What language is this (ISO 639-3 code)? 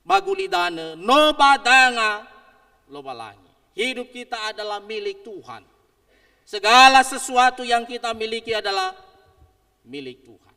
nia